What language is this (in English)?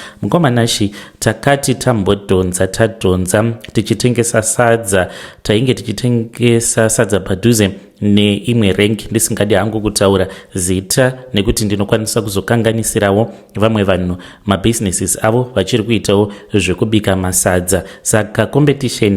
Shona